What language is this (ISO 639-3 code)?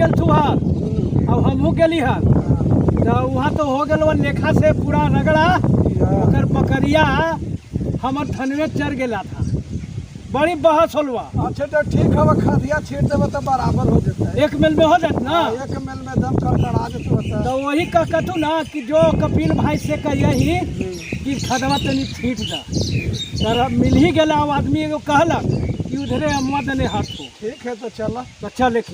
mag